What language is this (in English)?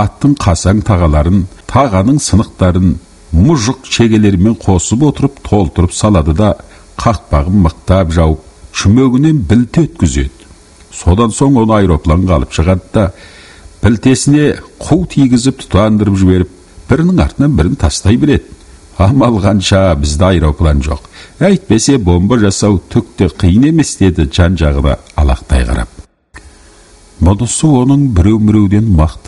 Kazakh